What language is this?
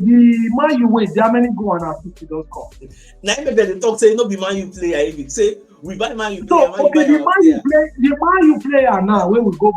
Nigerian Pidgin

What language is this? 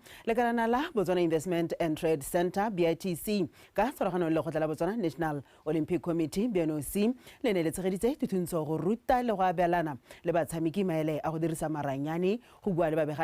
Tswana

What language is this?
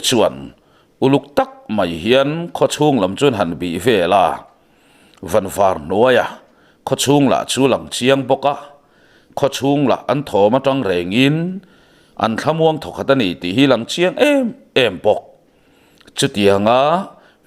Mizo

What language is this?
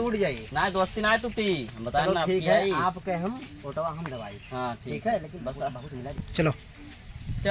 Awadhi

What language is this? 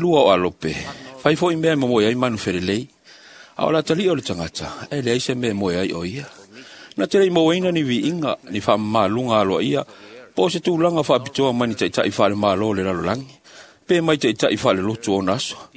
Samoan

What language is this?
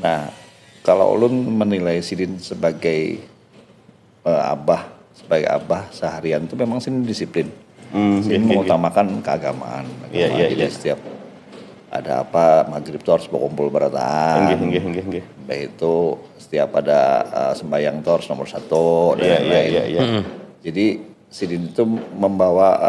Banjar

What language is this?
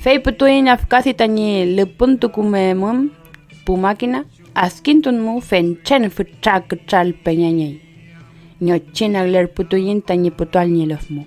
Mapuche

